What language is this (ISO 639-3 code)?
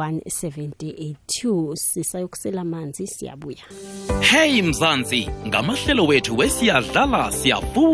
nbl